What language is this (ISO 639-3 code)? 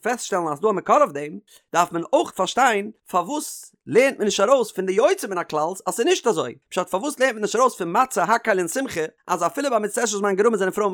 yid